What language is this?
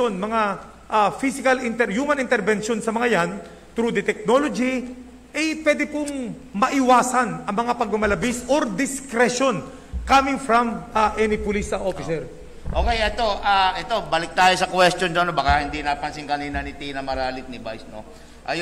Filipino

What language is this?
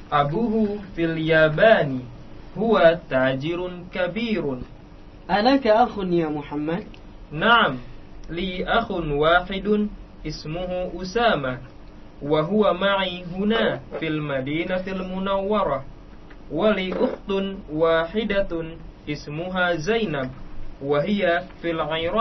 Indonesian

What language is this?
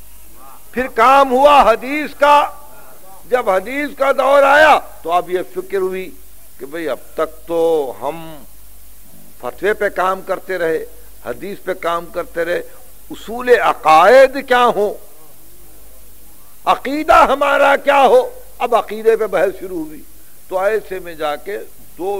Urdu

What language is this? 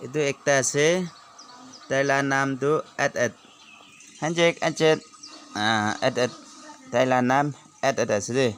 Naga Pidgin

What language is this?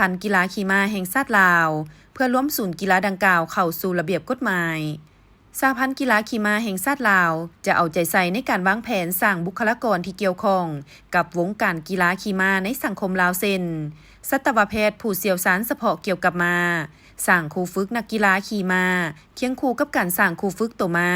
Lao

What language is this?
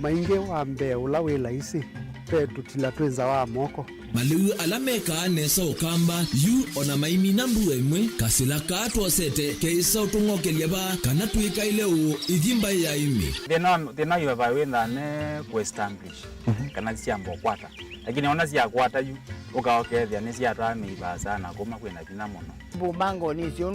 Kamba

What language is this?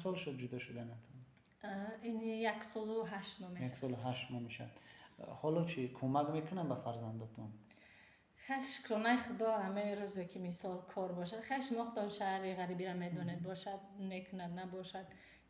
Tajik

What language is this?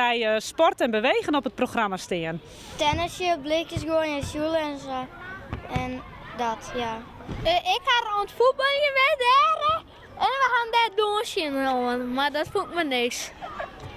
Western Frisian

